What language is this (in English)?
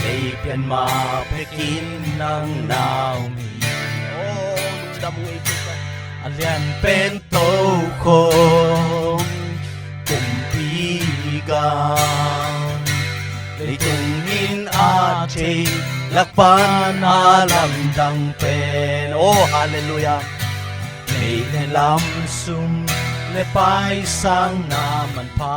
Tedim Chin